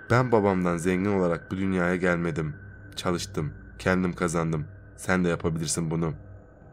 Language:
Turkish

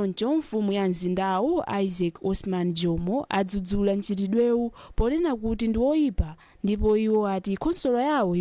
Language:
Nyanja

